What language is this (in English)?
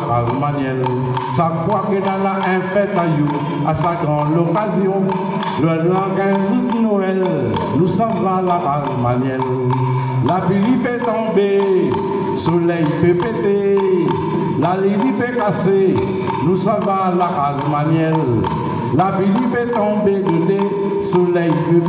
Réunion Creole French